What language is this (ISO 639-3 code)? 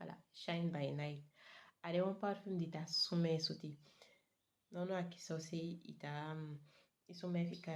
srm